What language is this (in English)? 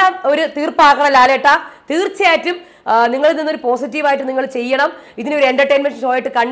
Malayalam